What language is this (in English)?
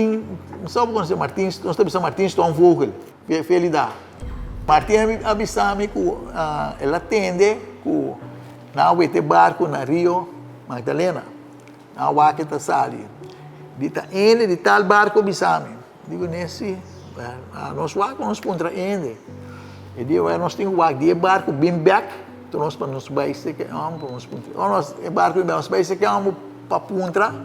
Papiamento